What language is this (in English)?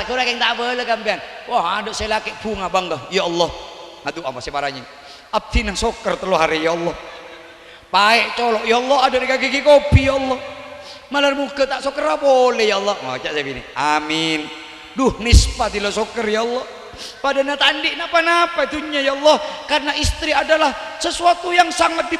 Madurese